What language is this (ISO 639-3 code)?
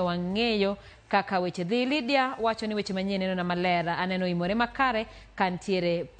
luo